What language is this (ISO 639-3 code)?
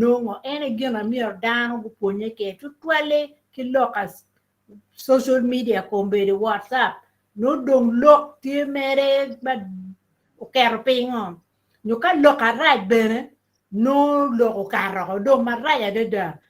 ach